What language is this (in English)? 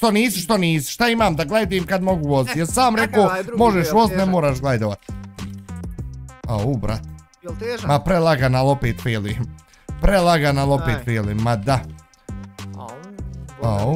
Bosnian